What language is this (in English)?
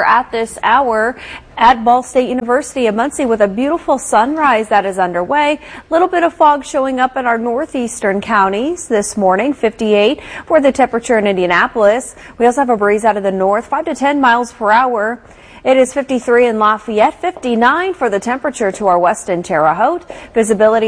English